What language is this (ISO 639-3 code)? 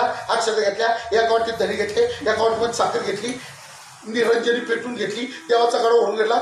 mar